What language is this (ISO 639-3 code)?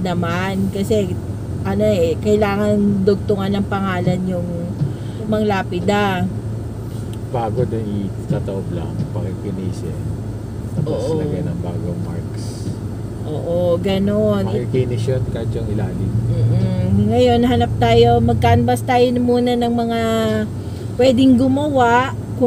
fil